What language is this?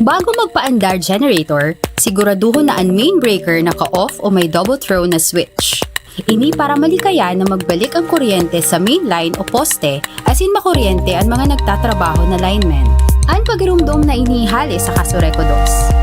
Bikol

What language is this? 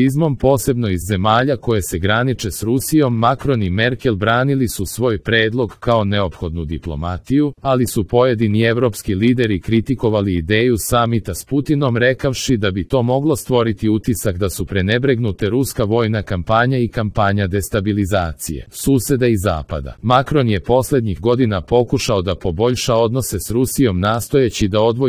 Serbian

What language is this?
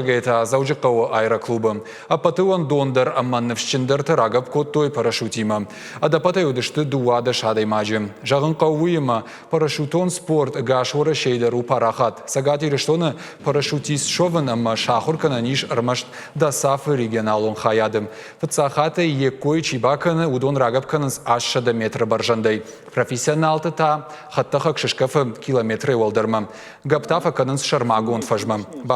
Ossetic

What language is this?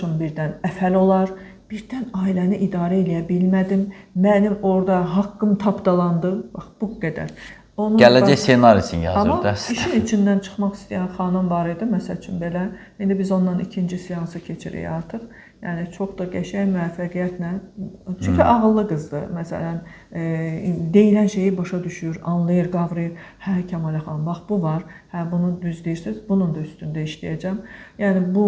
Azerbaijani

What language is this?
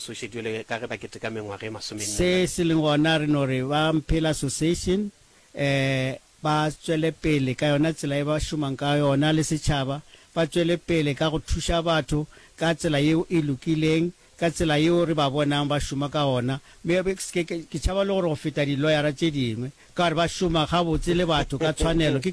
Northern Sotho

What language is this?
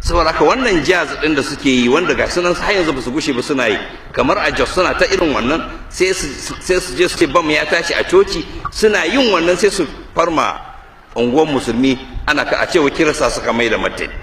Hausa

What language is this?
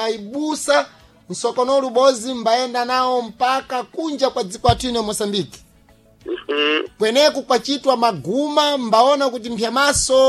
Sena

